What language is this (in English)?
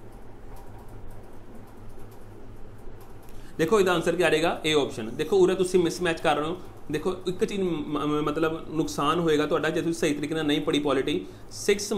Punjabi